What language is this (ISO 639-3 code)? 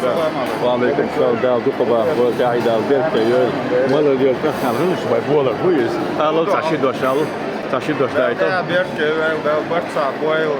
che